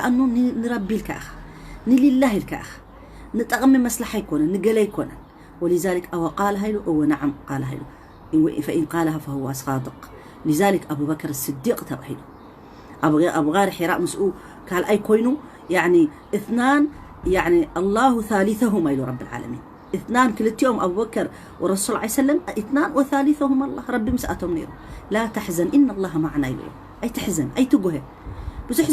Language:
Tigrinya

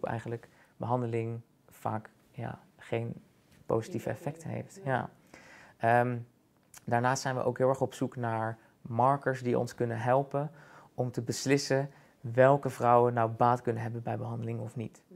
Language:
Dutch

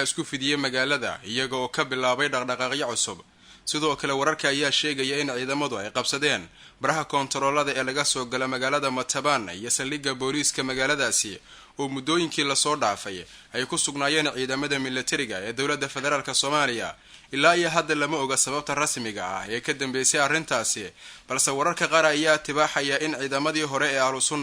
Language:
Somali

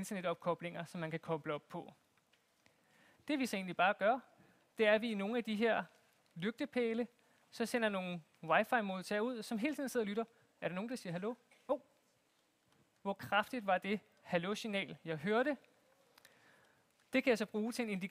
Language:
Danish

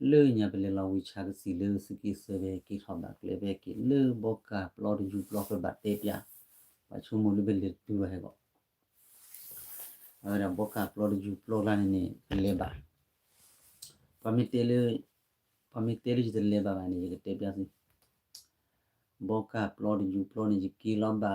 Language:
S'gaw Karen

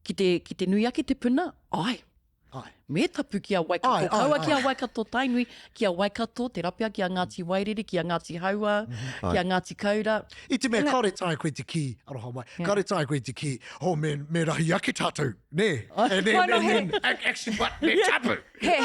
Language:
Māori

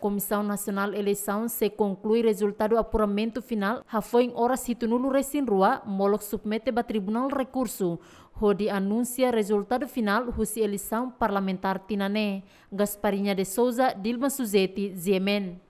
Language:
Tetum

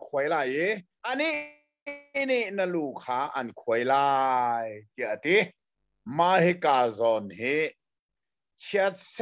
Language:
Hakha Chin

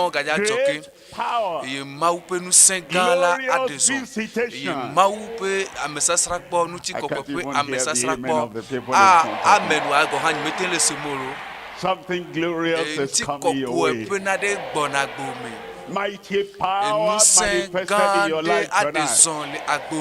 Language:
Ewe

